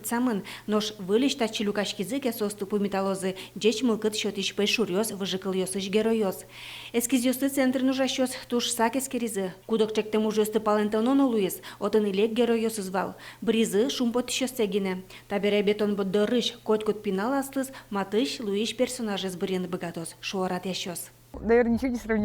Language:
Udmurt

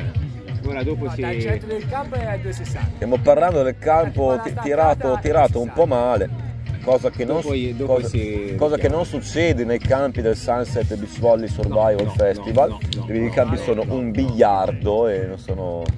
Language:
Italian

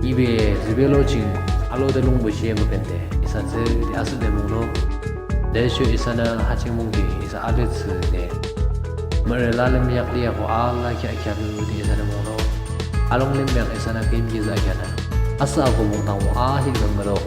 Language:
Yimchungru Naga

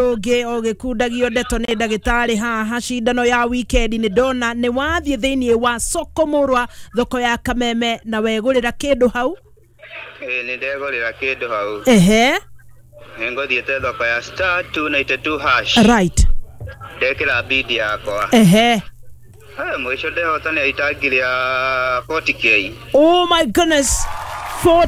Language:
Kikuyu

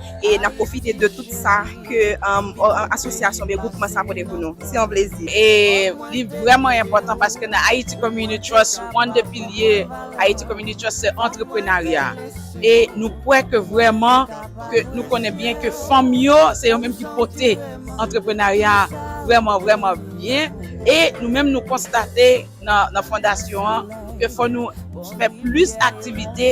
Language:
Haitian Creole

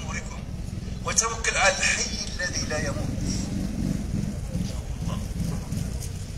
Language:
Moroccan Arabic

